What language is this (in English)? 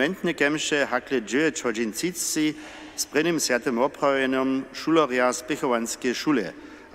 Upper Sorbian